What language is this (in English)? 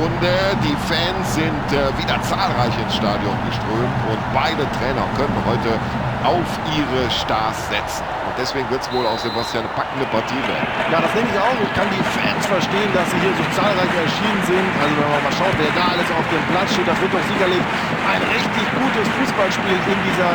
Bavarian